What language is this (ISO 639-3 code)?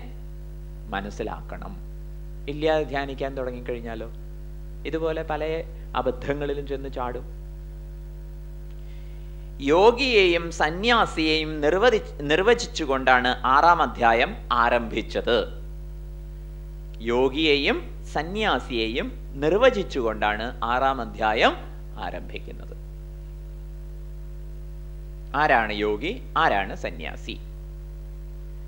mal